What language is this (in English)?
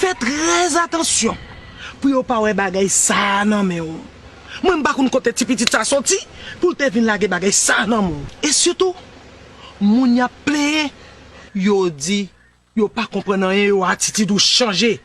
Haitian Creole